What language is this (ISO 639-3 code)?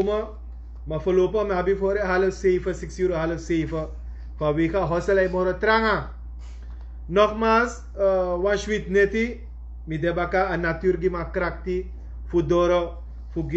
srn